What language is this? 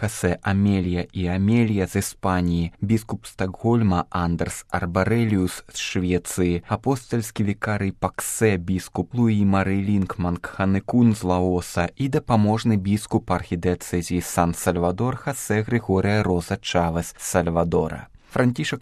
Belarusian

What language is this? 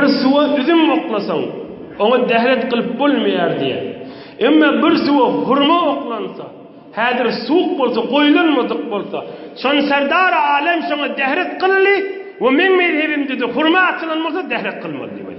Turkmen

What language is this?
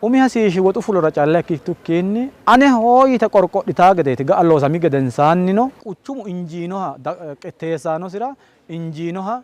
Sidamo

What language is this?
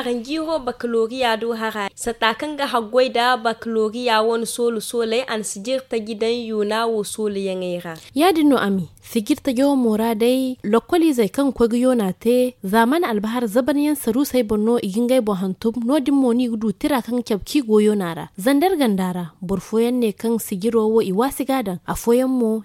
Zarma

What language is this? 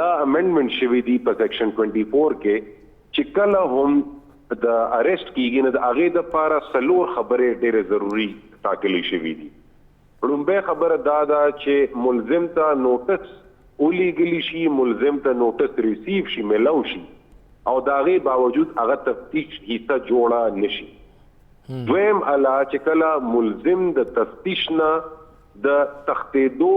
Pashto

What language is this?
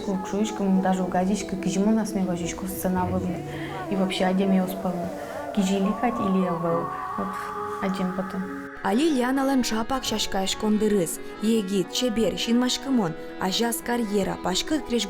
Udmurt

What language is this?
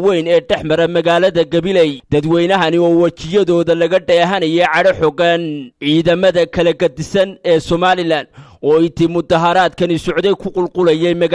Somali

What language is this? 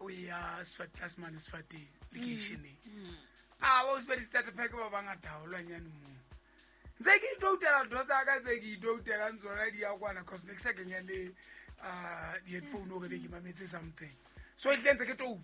Southern Sotho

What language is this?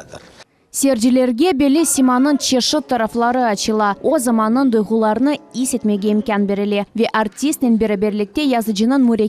Crimean Tatar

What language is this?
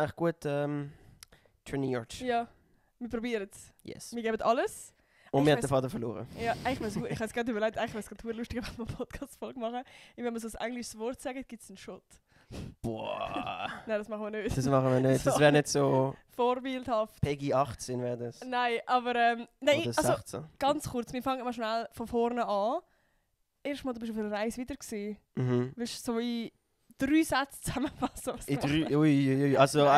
Swiss German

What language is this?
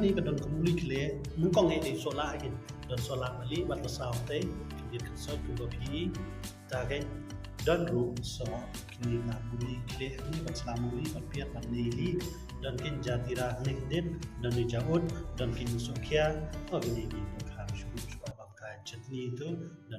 Khasi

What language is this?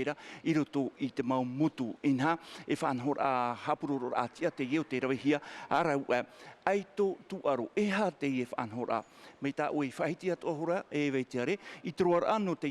Tahitian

